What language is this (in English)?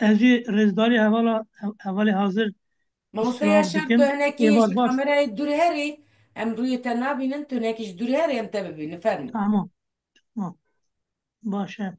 Kurdish